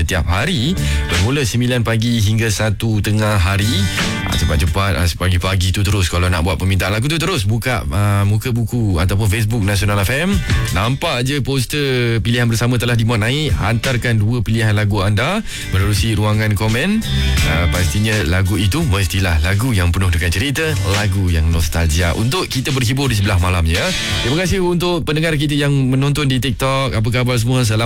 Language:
Malay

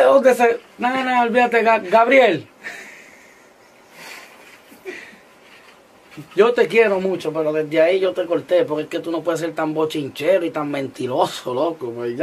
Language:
Spanish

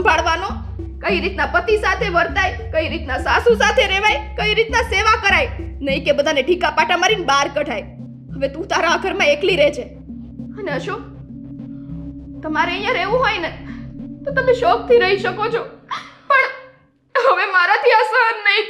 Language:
Gujarati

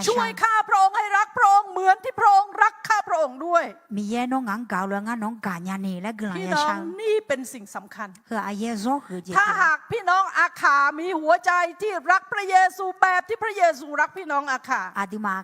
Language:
Akha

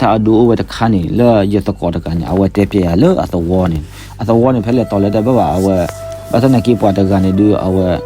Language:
S'gaw Karen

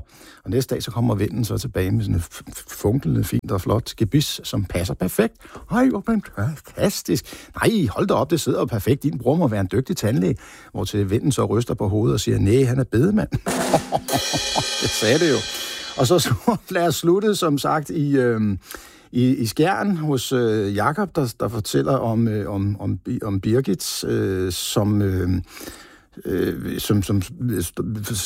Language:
Danish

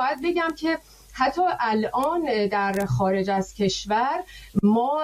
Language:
Persian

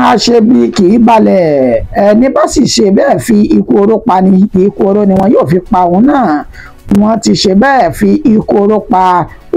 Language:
Yoruba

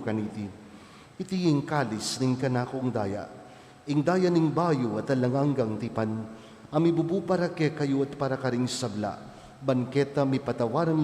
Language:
Pampanga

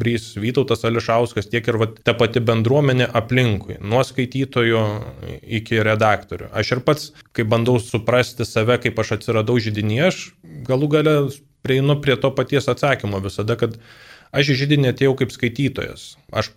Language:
Lithuanian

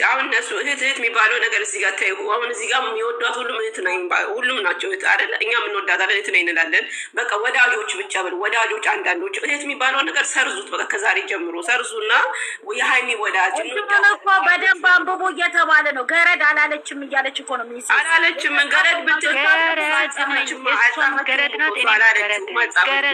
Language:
Amharic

